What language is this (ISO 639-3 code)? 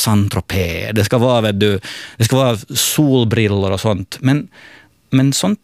swe